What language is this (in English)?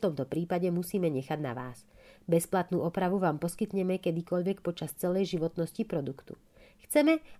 Slovak